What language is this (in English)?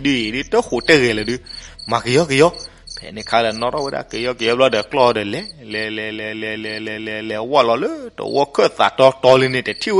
S'gaw Karen